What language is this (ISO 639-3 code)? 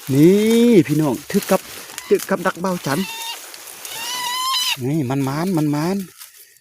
lao